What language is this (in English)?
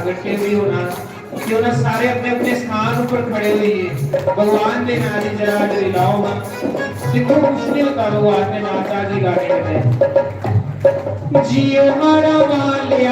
Dogri